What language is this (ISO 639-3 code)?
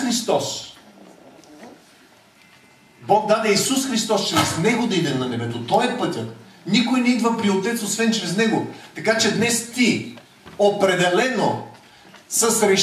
bul